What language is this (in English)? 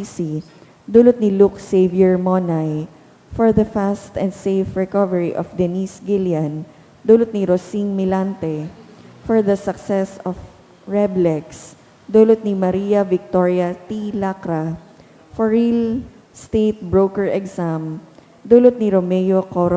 Bikol